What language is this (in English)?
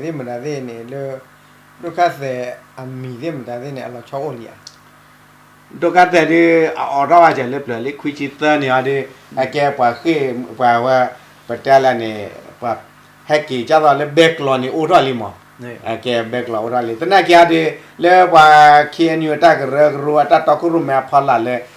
S'gaw Karen